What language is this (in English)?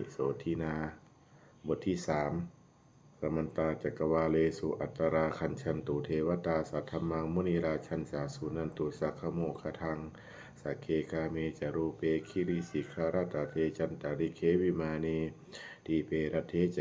Pali